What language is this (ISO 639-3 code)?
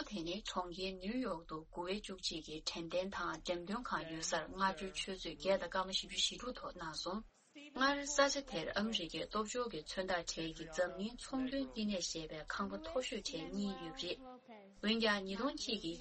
bod